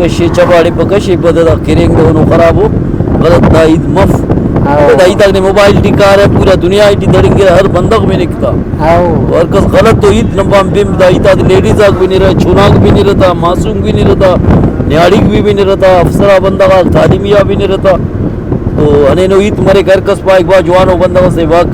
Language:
Brahui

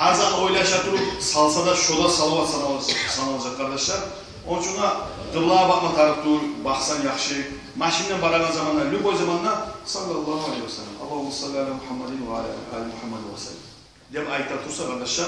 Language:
Kumyk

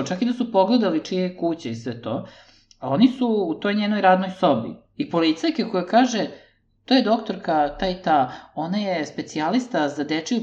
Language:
Serbian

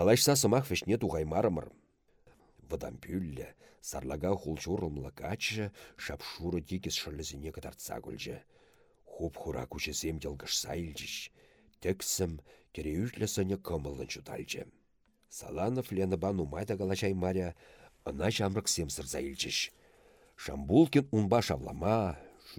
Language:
Chuvash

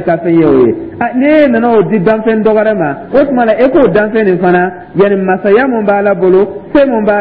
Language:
Dyula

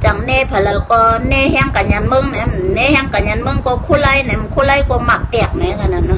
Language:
Shan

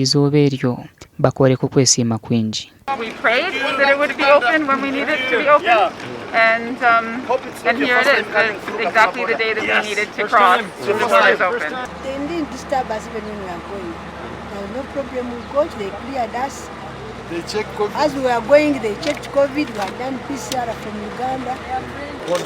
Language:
Nyankole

